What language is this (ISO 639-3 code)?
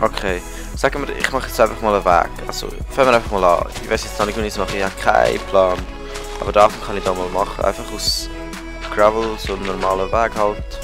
gsw